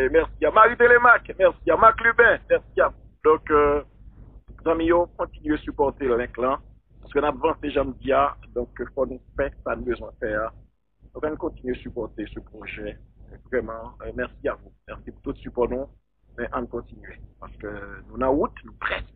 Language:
Haitian Creole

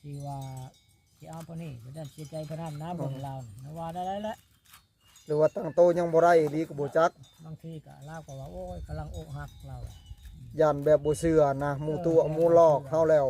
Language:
Northeastern Thai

